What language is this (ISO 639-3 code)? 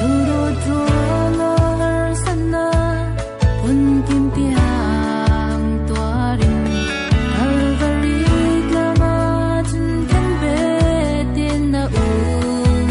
cfm